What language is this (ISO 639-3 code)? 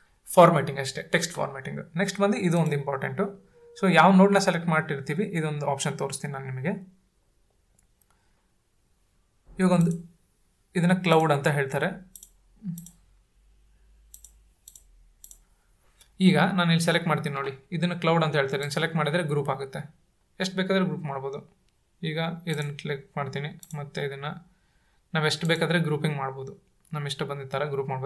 kan